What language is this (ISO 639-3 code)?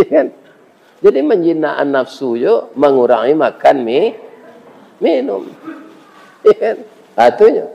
min